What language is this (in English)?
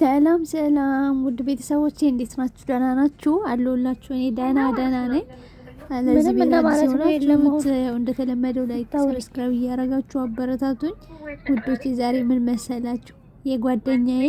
Amharic